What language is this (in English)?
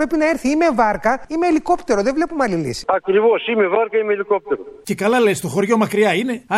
Greek